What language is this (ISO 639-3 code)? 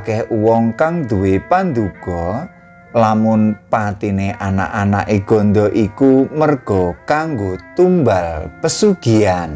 jav